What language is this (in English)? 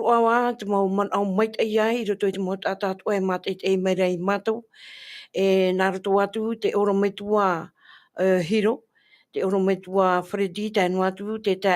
Tahitian